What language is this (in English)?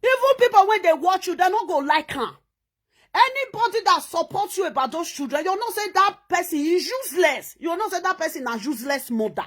Nigerian Pidgin